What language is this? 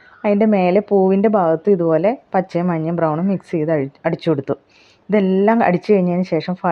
Malayalam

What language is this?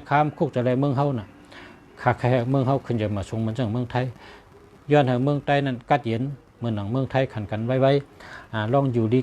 Shan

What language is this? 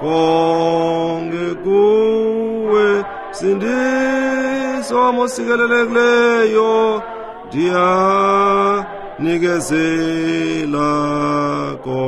Xhosa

